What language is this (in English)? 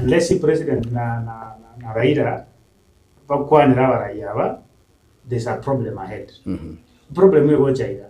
Gusii